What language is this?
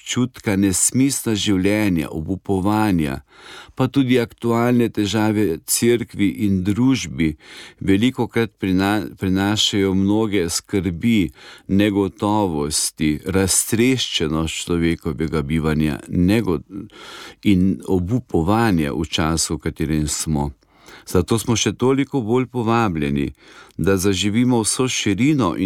Slovenian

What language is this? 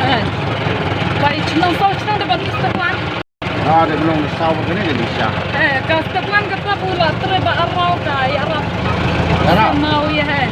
Khasi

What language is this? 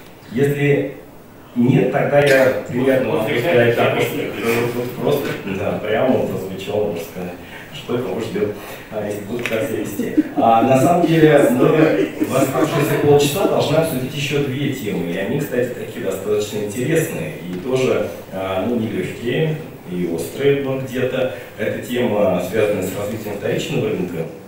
Russian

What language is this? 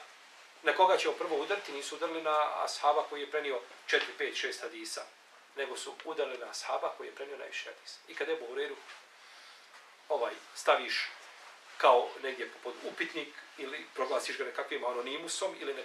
Bosnian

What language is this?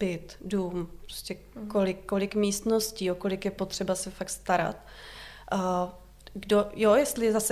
Czech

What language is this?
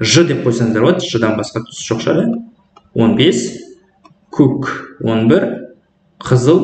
Kazakh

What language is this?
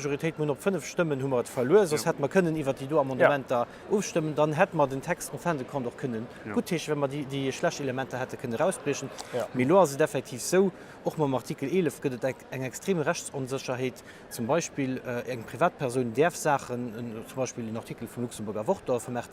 Luxembourgish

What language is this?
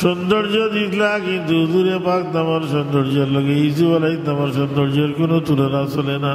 Sylheti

